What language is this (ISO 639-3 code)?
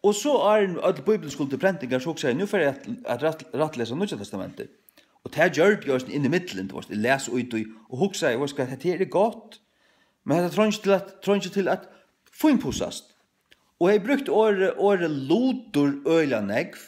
fao